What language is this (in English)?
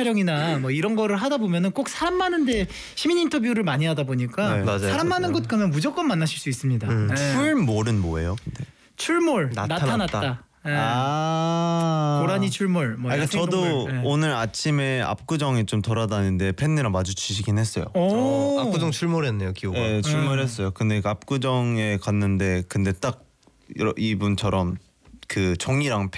Korean